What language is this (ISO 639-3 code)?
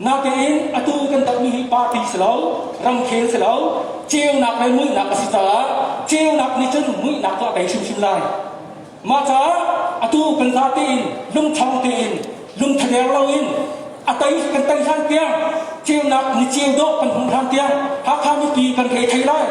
cnh